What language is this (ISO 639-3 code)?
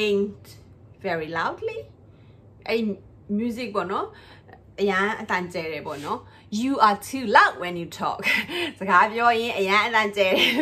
mya